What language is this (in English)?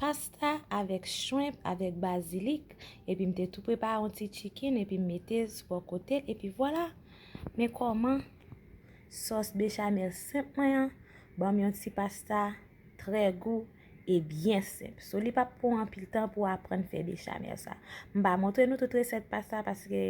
Haitian Creole